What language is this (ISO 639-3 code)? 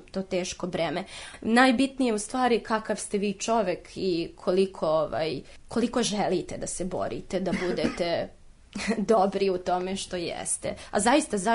srp